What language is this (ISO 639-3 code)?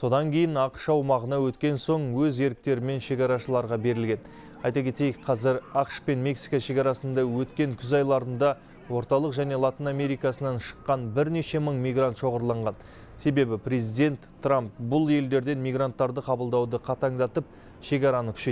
kaz